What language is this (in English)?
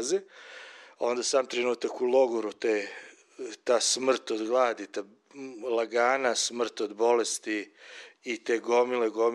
Serbian